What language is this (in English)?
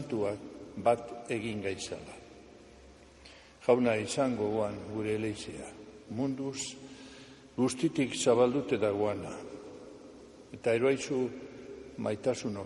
Basque